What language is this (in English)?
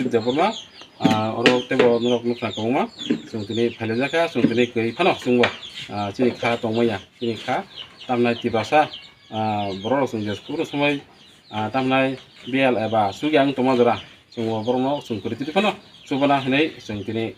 Kok Borok